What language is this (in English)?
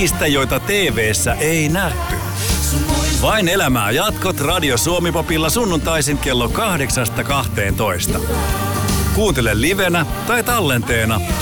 Finnish